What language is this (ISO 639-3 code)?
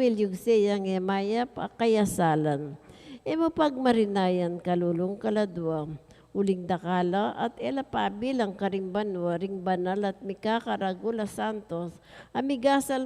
pam